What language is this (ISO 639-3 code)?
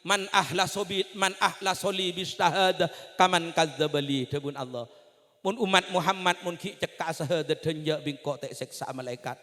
mad